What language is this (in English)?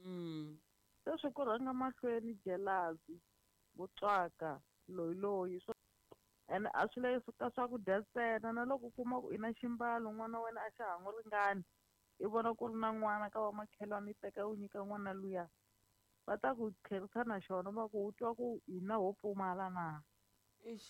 Tsonga